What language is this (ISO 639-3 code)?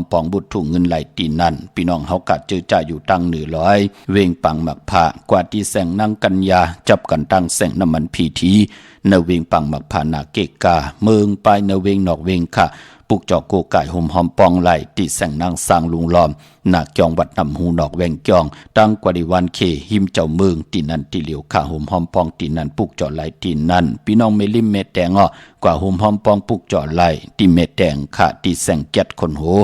shn